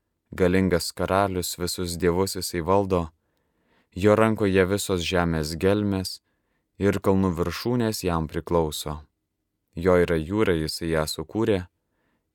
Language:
Lithuanian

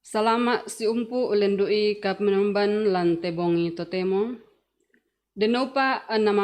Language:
Toraja-Sa'dan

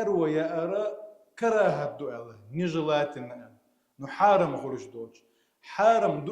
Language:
Chechen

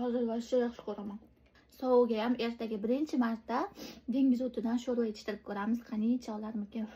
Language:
Uzbek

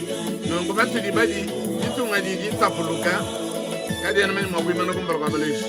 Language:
Luba-Lulua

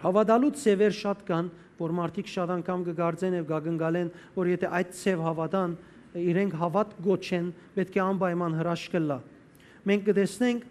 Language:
Western Armenian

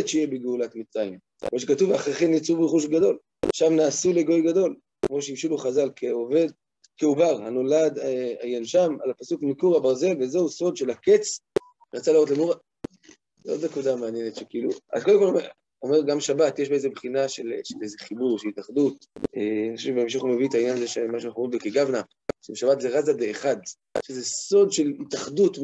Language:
Hebrew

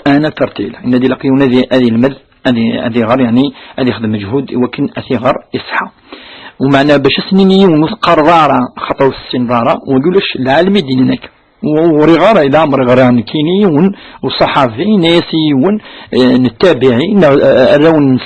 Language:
Kabyle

